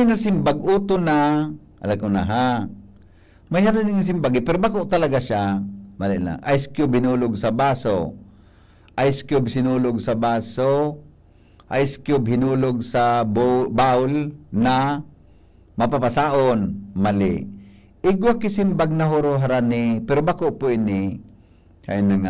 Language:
Bikol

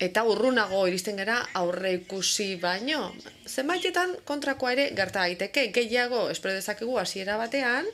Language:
Basque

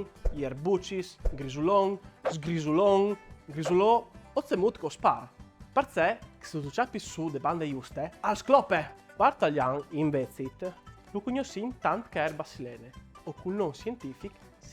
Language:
Friulian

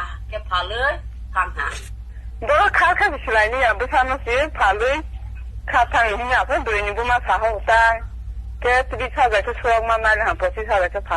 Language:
Kok Borok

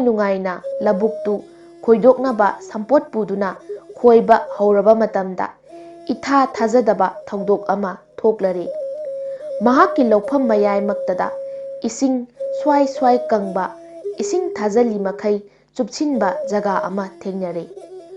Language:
Manipuri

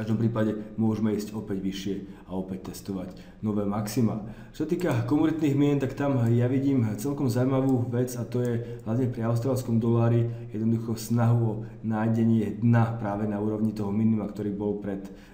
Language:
Slovak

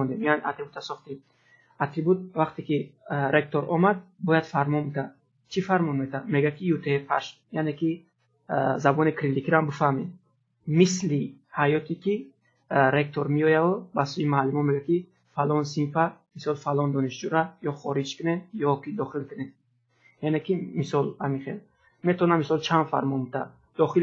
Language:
Tajik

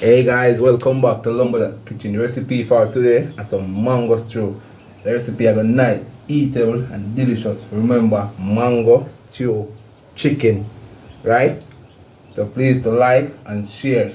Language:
Jamaican Creole English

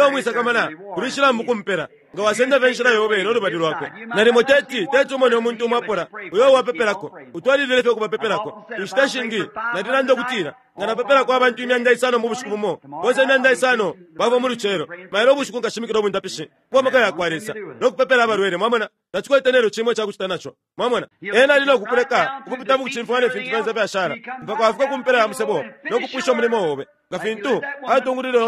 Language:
Bemba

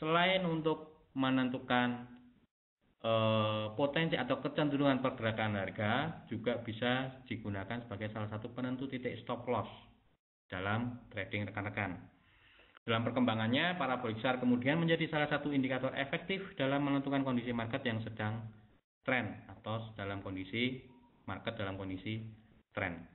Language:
Indonesian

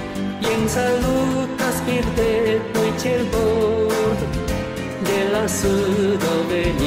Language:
Esperanto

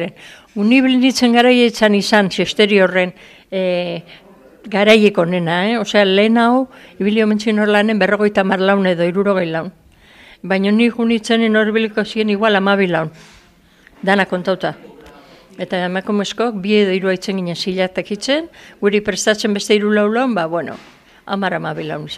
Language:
Basque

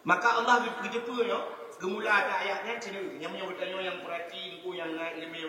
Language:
Achinese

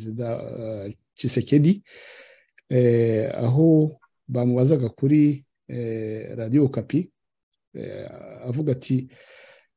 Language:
Kinyarwanda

